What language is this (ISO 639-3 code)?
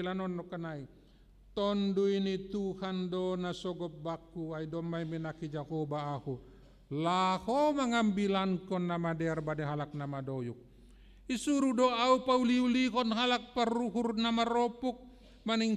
bts